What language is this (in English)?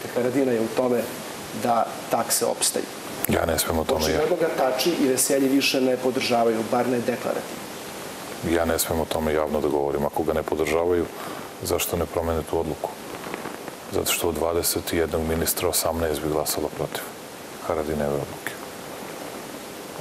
Serbian